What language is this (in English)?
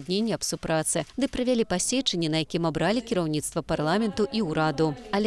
Belarusian